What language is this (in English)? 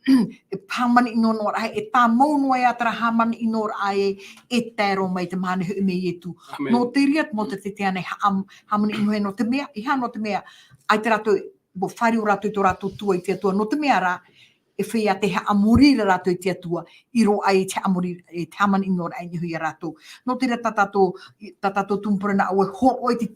Tahitian